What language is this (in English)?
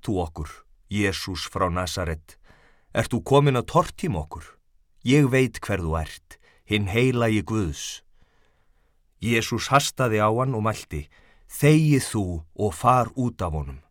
Icelandic